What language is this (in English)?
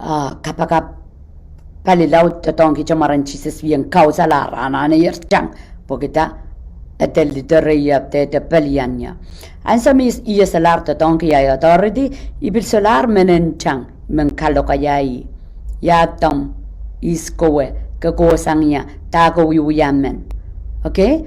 Pohnpeian